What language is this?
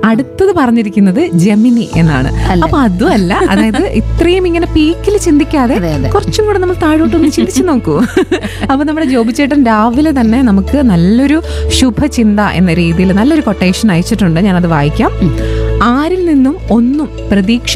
Malayalam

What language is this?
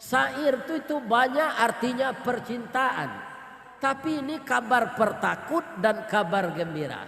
Minangkabau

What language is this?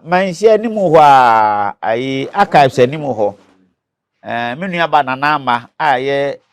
Akan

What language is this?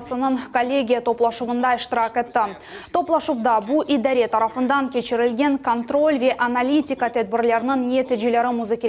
Crimean Tatar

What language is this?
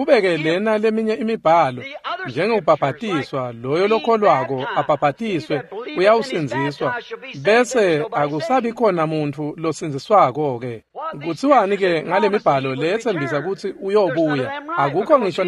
Swati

